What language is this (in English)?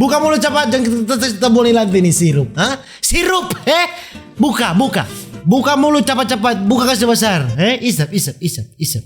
Manado Malay